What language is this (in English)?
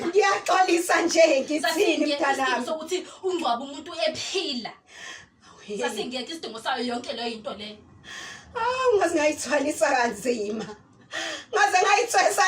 Zulu